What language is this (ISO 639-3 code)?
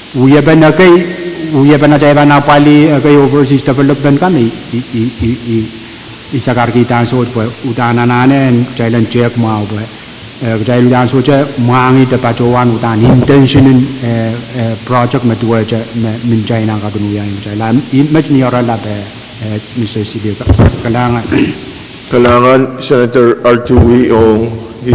pon